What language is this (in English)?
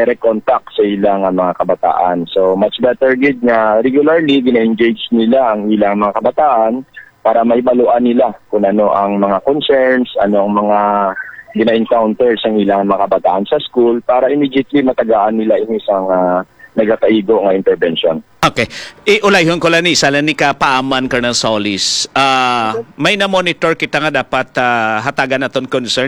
Hiligaynon